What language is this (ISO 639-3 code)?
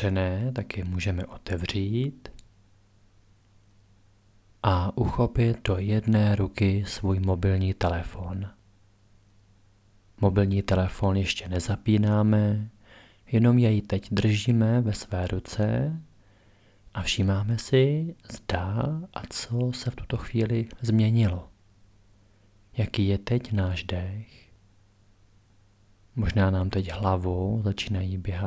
ces